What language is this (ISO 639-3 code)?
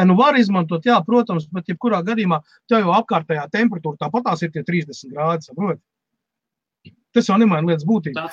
lav